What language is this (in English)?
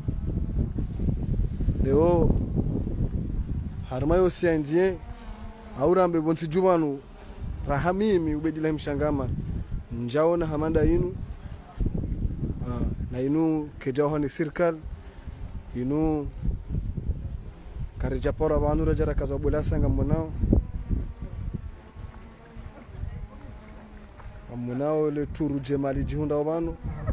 Swahili